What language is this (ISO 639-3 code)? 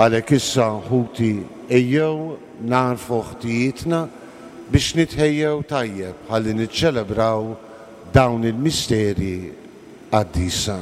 mlt